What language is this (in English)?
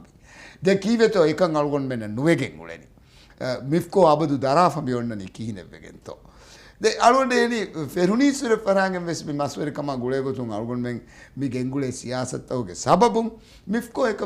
Divehi